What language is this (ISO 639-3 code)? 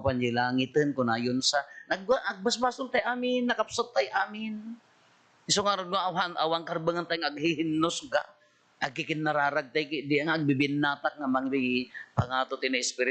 ilo